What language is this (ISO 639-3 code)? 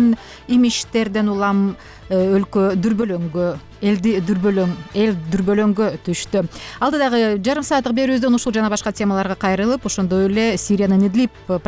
kir